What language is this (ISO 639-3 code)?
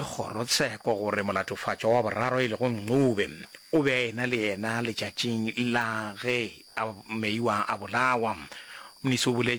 nso